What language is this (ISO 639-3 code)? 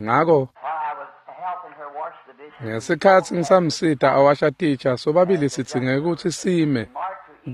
ssw